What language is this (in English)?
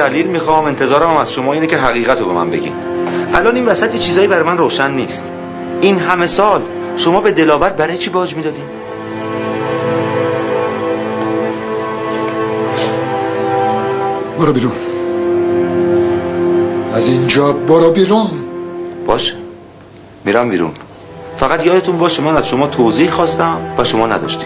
Persian